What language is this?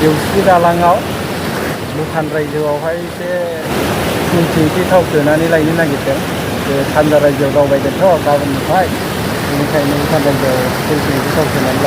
Bodo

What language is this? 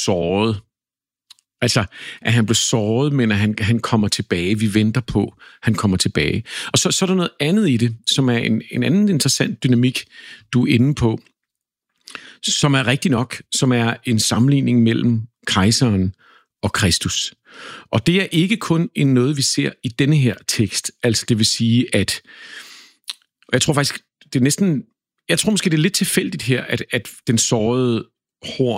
Danish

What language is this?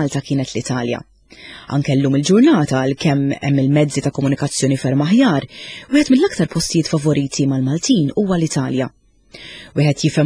Maltese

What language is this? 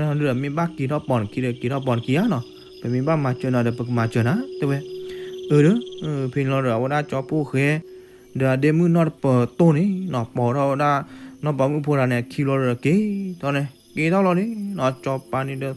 S'gaw Karen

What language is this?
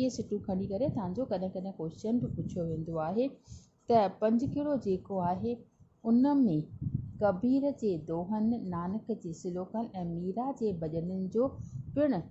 Sindhi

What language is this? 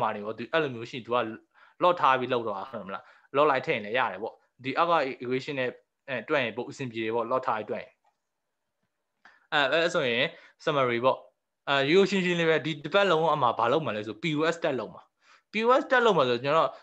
Burmese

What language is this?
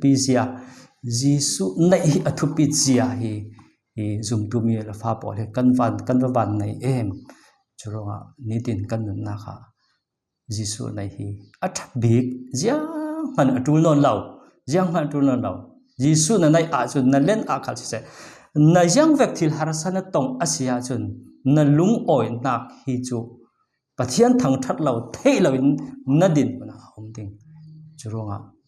Falam Chin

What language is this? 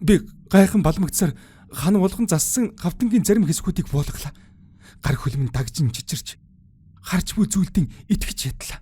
Mongolian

